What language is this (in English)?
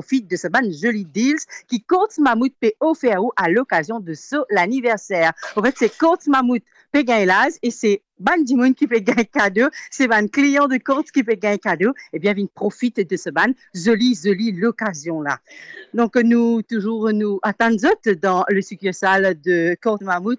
Morisyen